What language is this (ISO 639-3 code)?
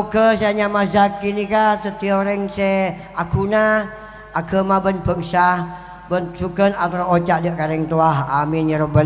mad